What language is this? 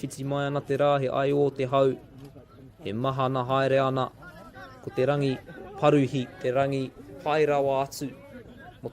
Māori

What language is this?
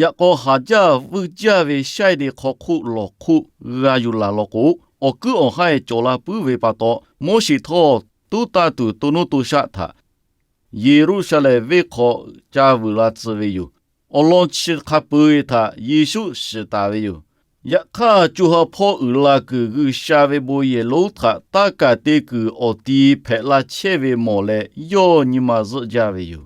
Lahu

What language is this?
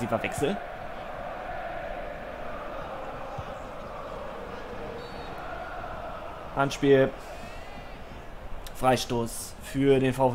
German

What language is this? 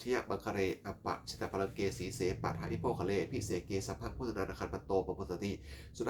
Pali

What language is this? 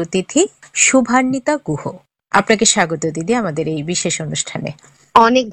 Bangla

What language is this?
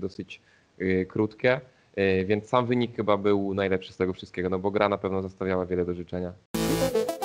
Polish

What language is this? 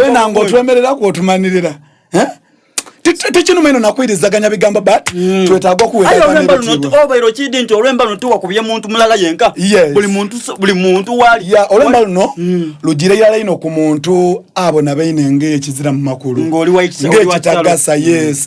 Soga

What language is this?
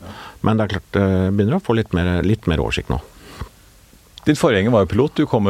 Norwegian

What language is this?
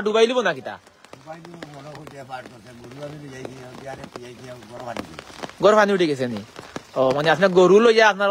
Sylheti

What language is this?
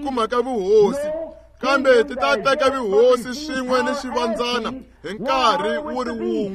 Tsonga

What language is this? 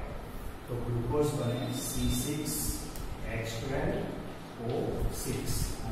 Gujarati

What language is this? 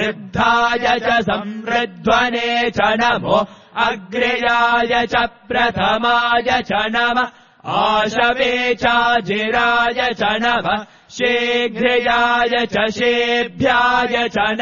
Sanskrit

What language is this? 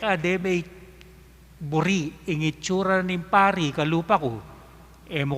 Pampanga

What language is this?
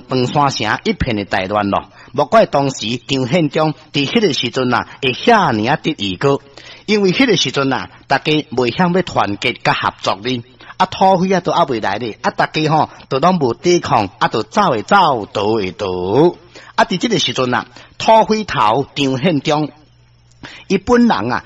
Min Nan Chinese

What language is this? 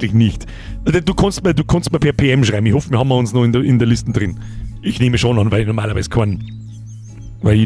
Bavarian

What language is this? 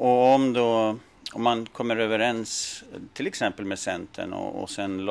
Swedish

